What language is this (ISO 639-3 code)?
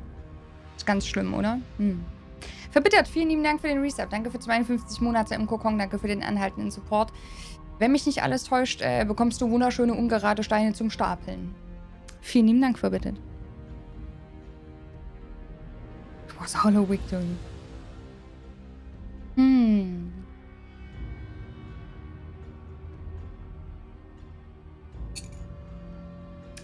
deu